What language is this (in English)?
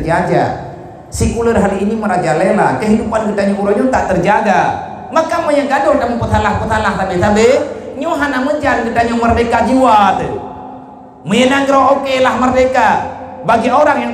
Achinese